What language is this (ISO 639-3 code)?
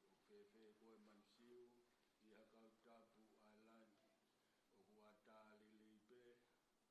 ton